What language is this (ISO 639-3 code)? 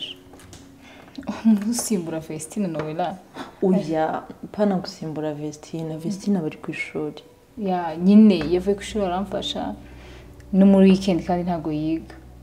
kin